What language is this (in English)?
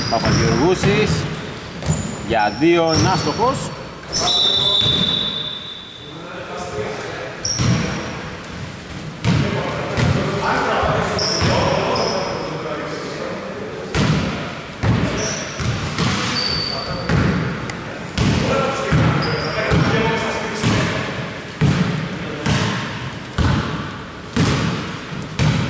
Greek